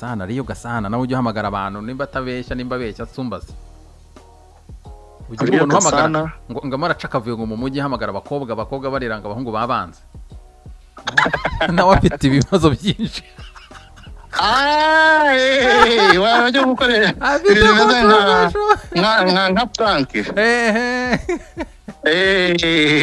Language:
Kinyarwanda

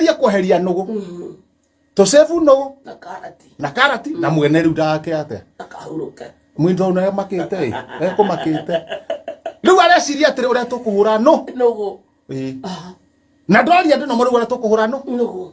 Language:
Kikuyu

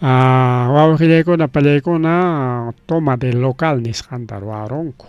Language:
Ayacucho Quechua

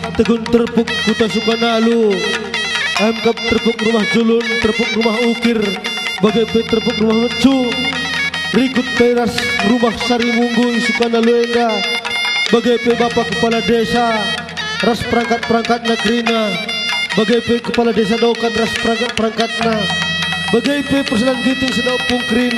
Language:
Batak Karo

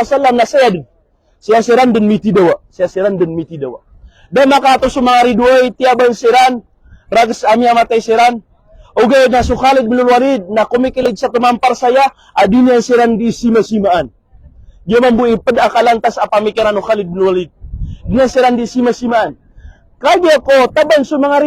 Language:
Maranao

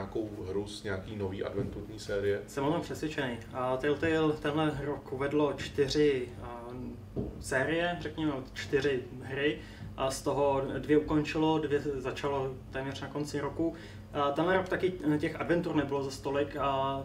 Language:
Czech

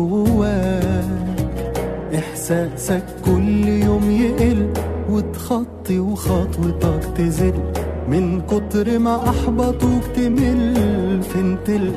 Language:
Egyptian Arabic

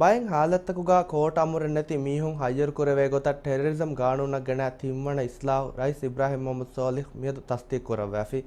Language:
Divehi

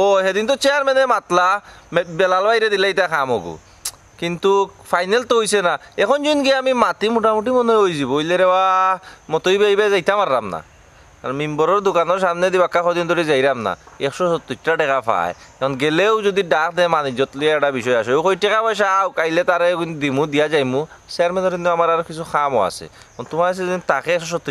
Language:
Sylheti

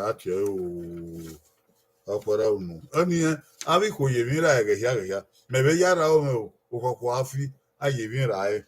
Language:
Bini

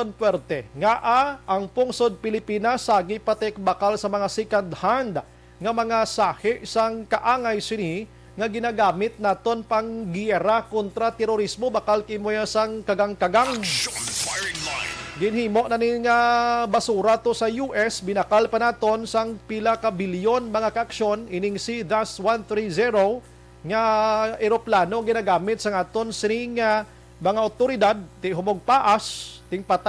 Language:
Hiligaynon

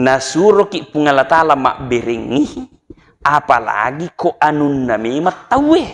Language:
Buginese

